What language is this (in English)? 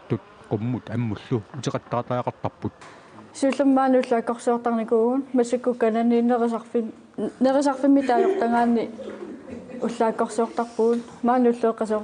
Kalaallisut